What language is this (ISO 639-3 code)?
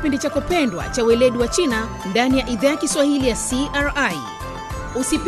swa